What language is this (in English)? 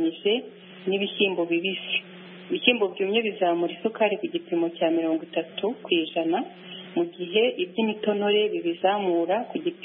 Kinyarwanda